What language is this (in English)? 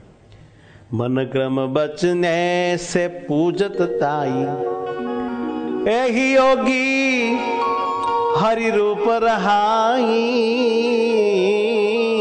Gujarati